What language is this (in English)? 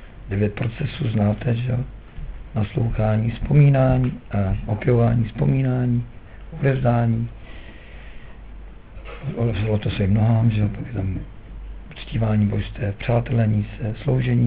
Czech